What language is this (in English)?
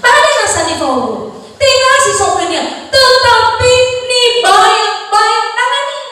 Nias